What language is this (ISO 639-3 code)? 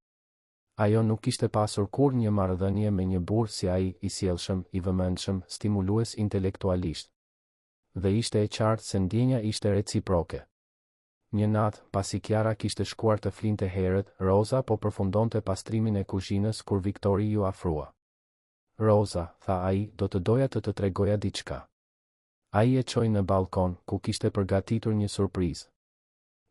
sqi